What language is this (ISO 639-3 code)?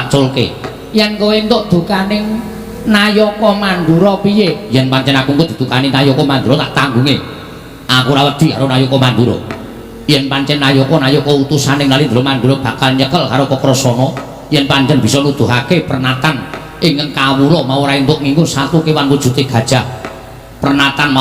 jav